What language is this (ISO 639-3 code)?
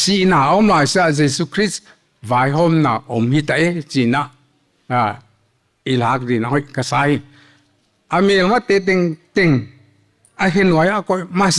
pck